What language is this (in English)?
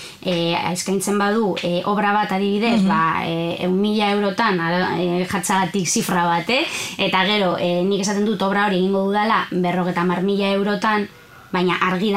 Basque